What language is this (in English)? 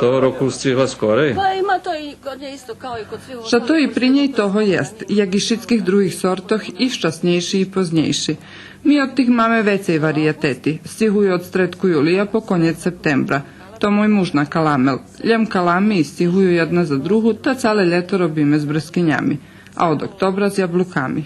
Rusyn